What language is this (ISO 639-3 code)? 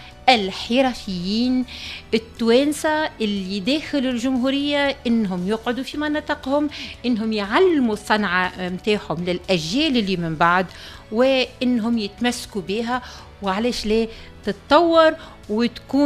aeb